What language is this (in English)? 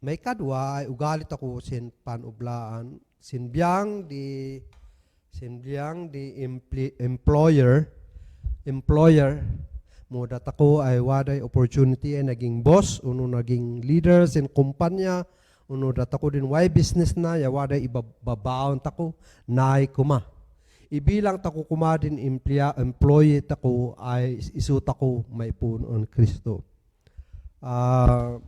Kankanaey